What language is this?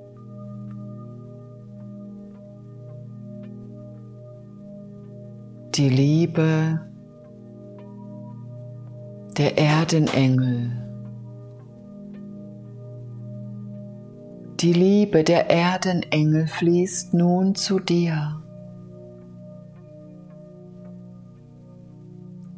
German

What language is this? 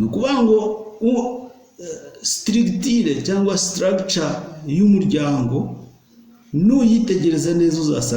Kinyarwanda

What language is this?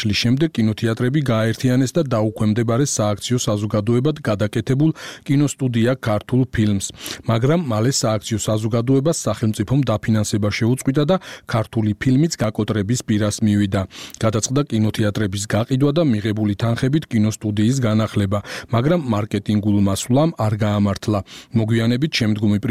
Georgian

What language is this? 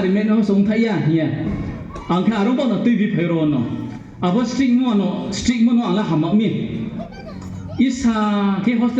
Riang (India)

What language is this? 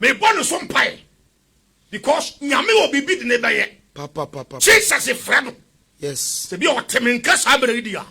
Akan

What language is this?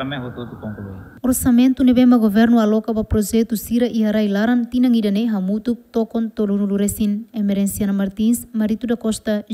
Tetum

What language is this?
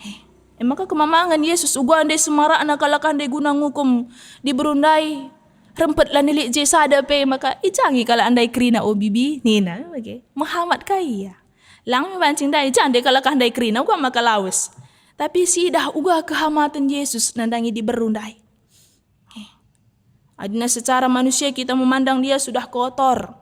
Batak Karo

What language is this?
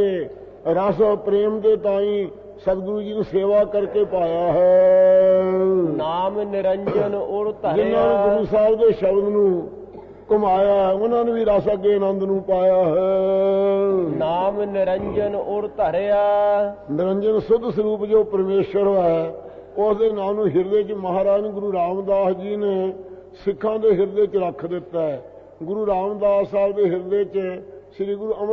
Punjabi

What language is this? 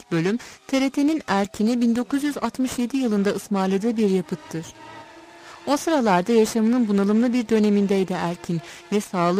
Turkish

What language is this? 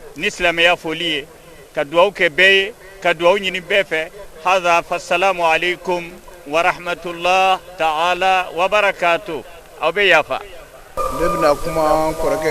Bambara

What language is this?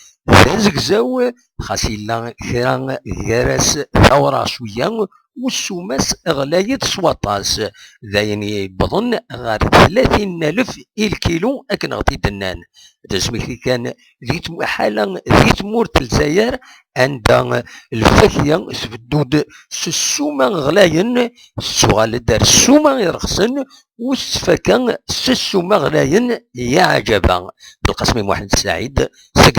Kabyle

